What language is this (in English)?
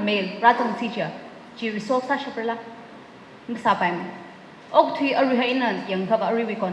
Tangkhul Naga (India)